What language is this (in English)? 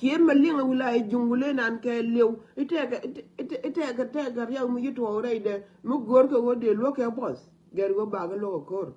Nuer